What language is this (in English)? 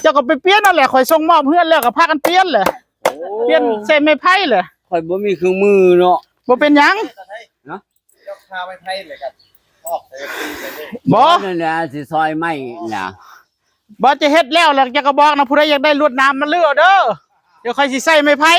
Northeastern Thai